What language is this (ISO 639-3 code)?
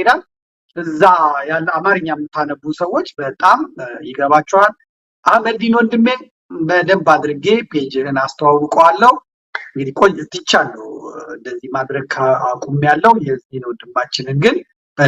amh